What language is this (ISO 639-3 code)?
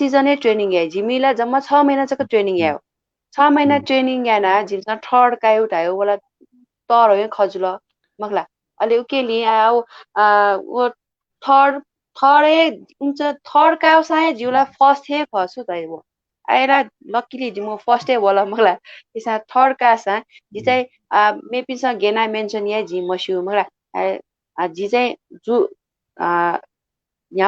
new